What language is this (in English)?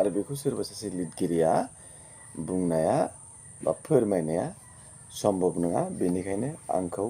Bodo